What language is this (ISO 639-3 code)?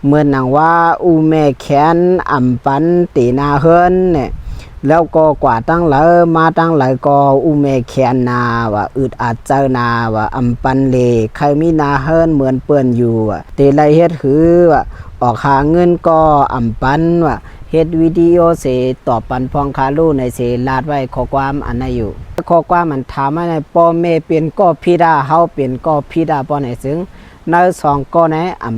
shn